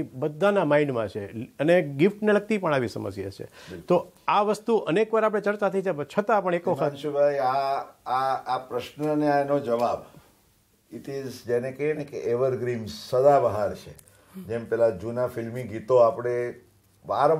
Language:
Gujarati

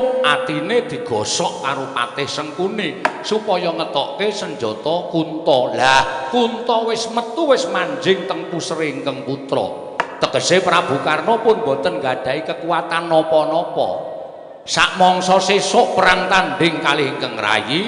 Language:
Javanese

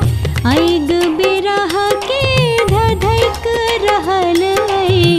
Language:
Maithili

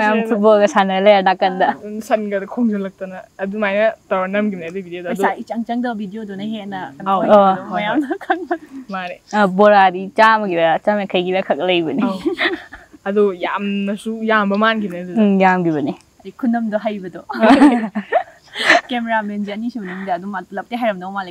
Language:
Manipuri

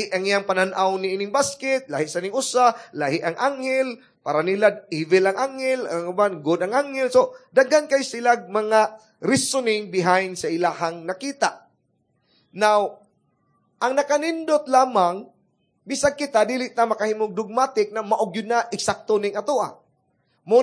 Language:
Cebuano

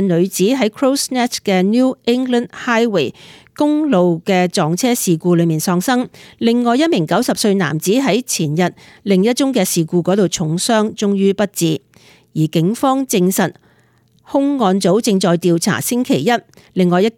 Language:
Cantonese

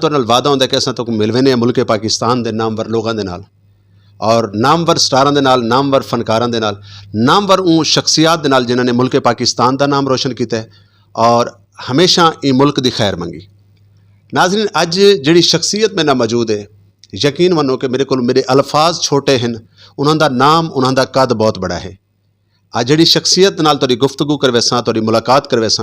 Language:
Saraiki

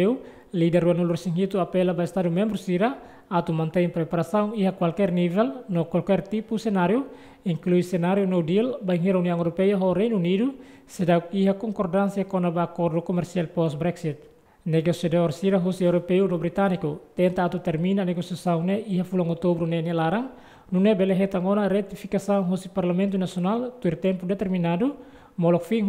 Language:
Tetum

